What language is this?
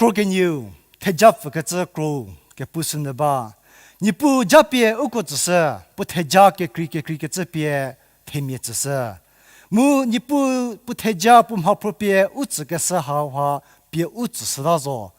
Angami Naga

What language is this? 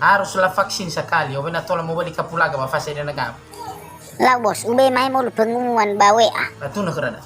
Nias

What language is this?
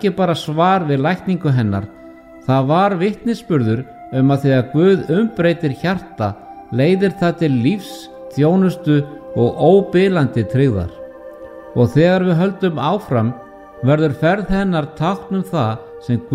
Icelandic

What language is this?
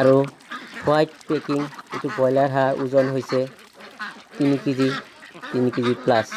Assamese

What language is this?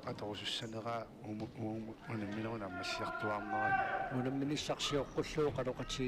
Kalaallisut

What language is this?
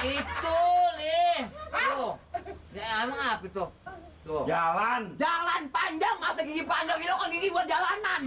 Betawi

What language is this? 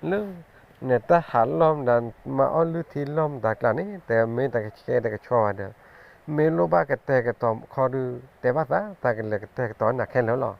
S'gaw Karen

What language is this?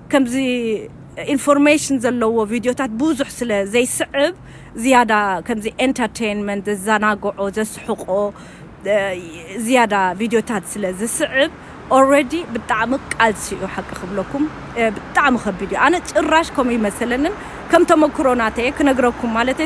Tigrinya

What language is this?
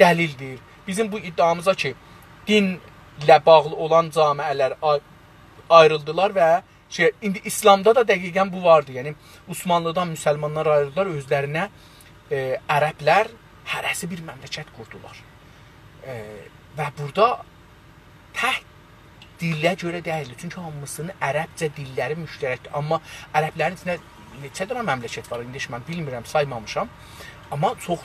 South Azerbaijani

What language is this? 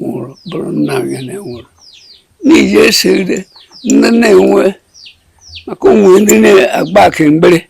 Igbo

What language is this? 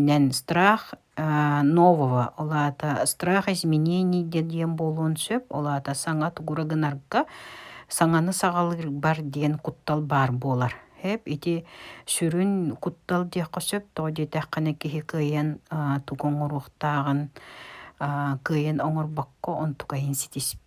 Yakut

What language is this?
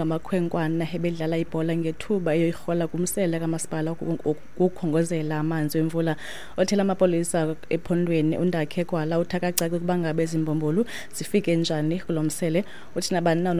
Xhosa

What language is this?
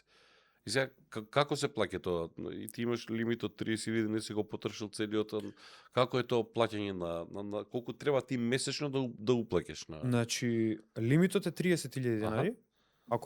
Macedonian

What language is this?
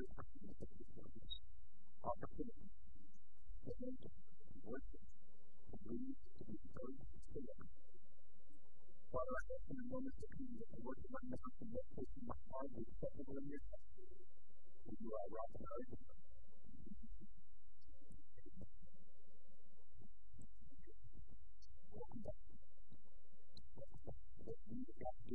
English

